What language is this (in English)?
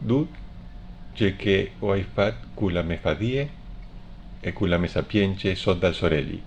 Friulian